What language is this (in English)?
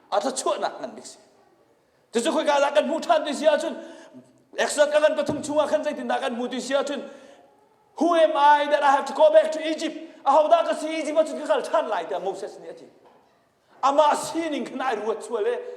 Hakha Chin